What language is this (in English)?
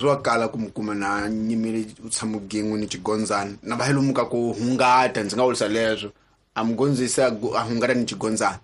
Tsonga